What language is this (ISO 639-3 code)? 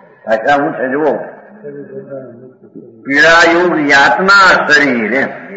guj